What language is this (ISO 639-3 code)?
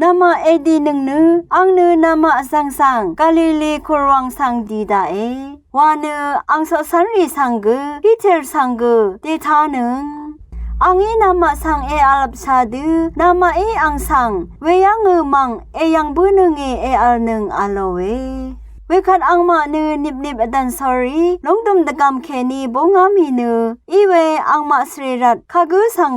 raw